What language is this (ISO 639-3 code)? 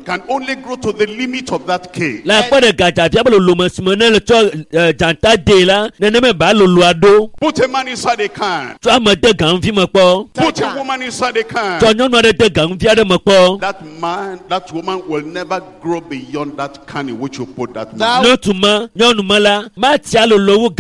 ewe